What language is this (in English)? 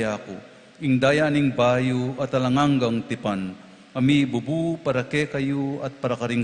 Pampanga